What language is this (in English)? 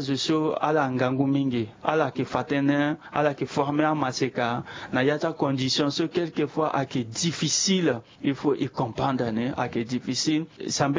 Sango